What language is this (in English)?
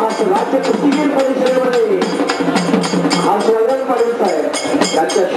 Marathi